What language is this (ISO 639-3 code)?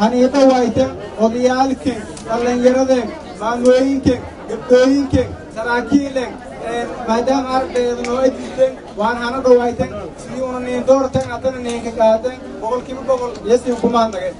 som